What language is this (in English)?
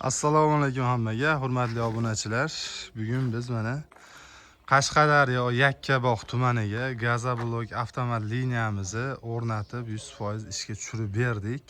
Uzbek